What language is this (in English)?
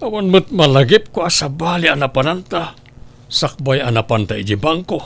Iloko